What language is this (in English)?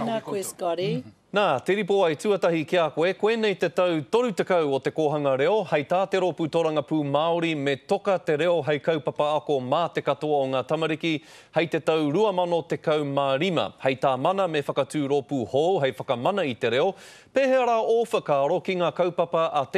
Māori